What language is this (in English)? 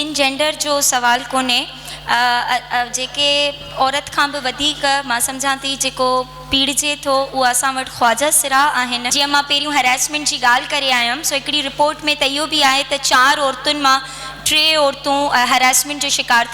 Sindhi